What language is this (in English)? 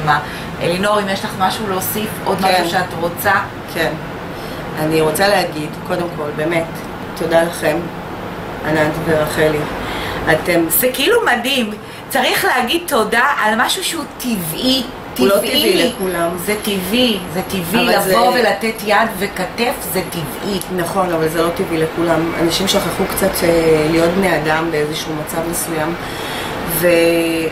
Hebrew